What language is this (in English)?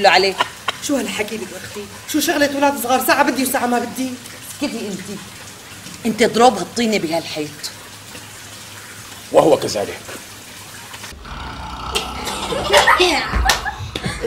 North Levantine Arabic